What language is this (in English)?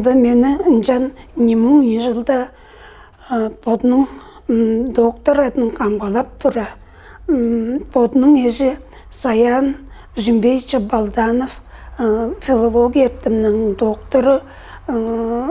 Tuvinian